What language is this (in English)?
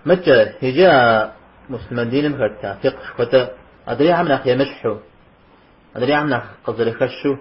Kabardian